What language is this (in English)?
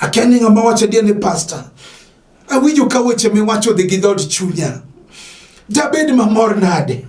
Luo (Kenya and Tanzania)